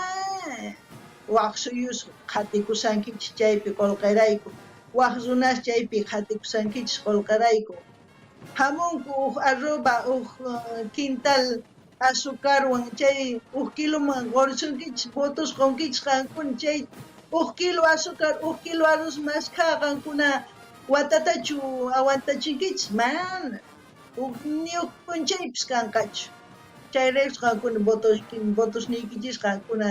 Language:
South Bolivian Quechua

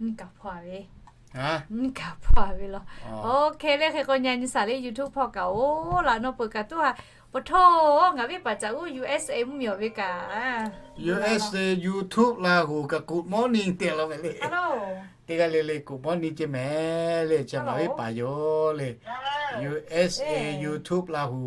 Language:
Lahu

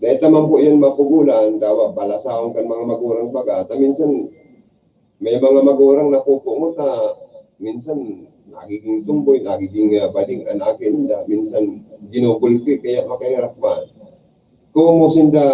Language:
Bikol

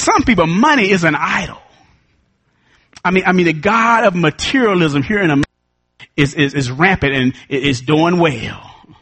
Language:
English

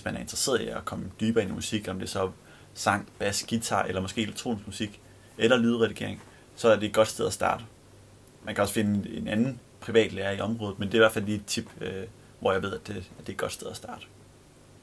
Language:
Danish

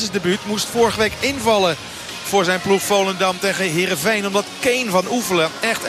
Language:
Dutch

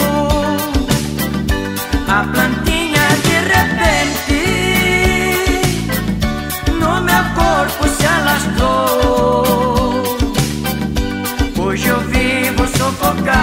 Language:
Portuguese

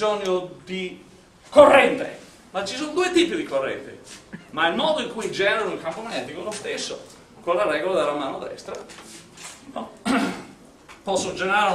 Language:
Italian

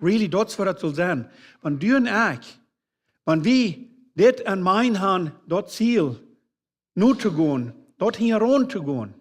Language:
Plautdietsch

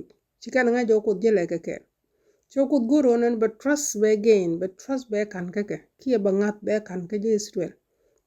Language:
Nuer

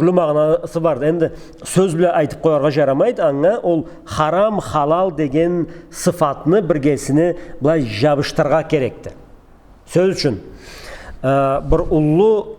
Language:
Karachay-Balkar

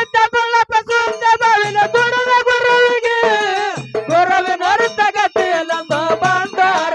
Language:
Kannada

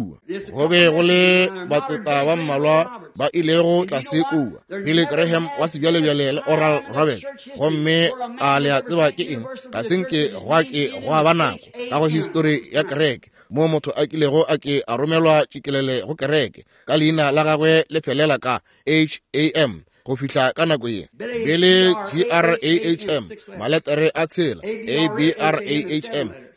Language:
Northern Sotho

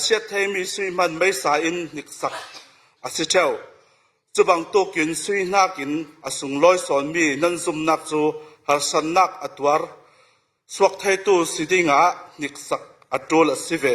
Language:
Falam Chin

